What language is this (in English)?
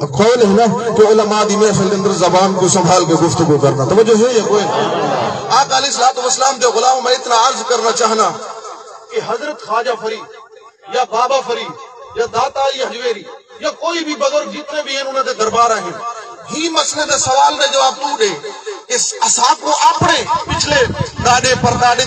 Saraiki